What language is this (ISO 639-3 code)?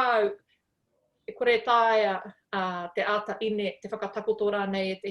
mri